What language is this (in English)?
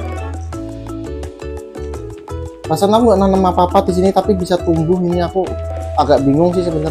Indonesian